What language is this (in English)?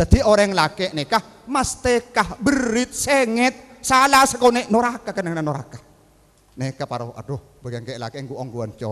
Madurese